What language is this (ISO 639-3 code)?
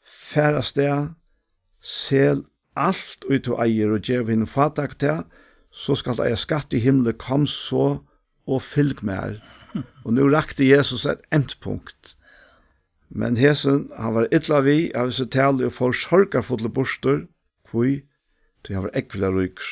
fao